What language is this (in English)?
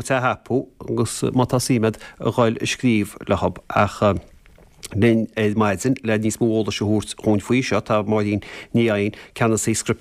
Irish